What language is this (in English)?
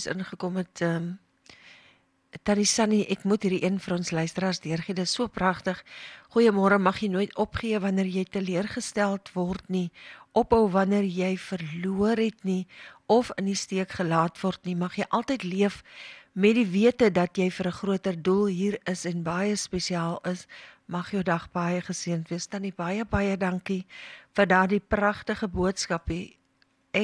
Afrikaans